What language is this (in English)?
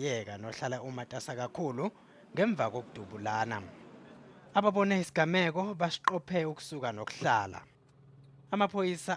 Zulu